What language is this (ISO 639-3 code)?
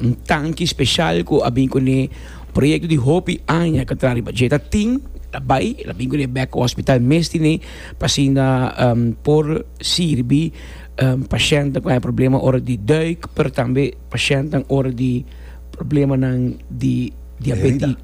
pap